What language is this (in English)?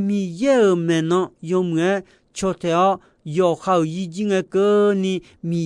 Akha